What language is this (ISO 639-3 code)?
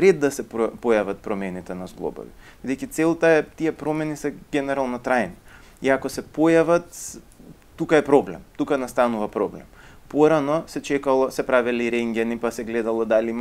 mkd